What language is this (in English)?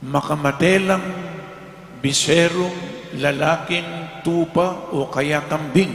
Pampanga